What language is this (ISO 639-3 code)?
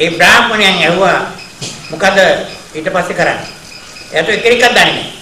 sin